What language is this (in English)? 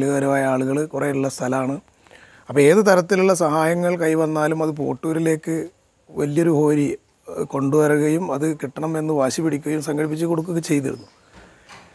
Malayalam